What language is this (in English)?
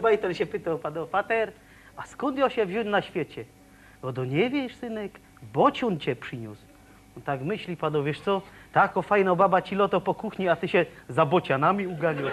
Silesian